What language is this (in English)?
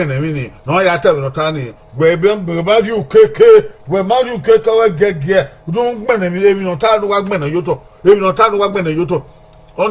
Bini